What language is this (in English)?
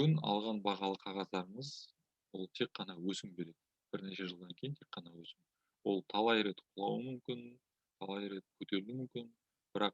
Kazakh